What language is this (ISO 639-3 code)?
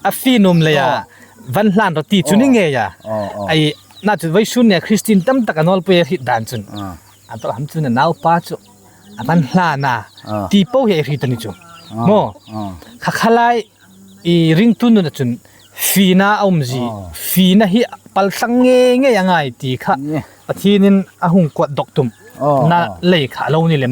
hmr